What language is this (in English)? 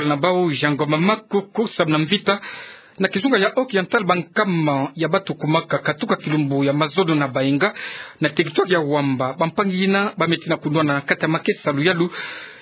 Kituba (Democratic Republic of Congo)